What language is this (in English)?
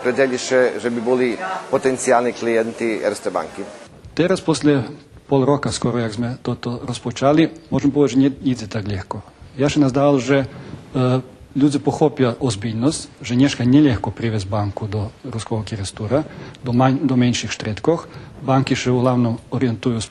Rusyn